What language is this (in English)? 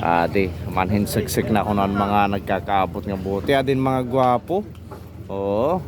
Waray